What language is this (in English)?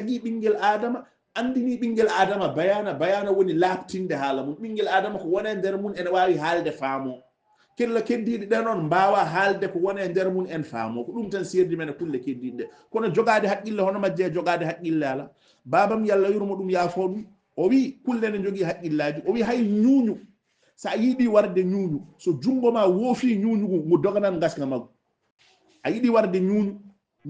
Fula